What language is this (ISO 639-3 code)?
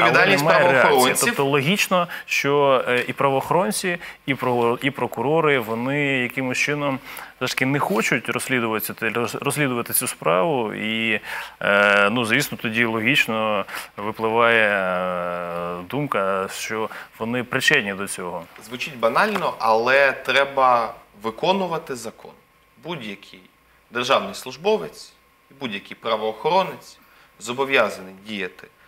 ukr